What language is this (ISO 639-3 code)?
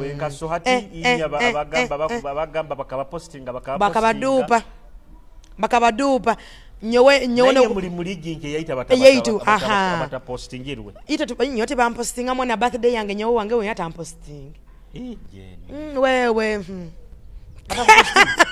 nyo